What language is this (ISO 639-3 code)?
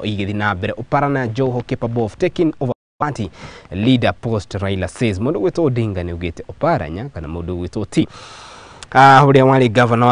kik